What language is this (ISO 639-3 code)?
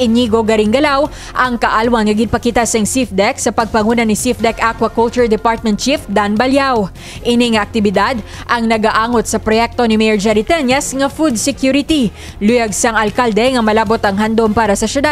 hil